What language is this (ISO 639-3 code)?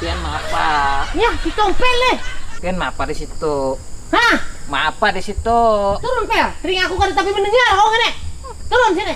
bjn